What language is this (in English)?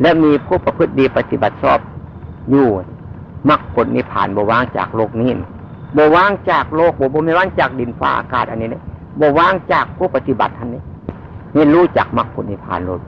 Northeastern Thai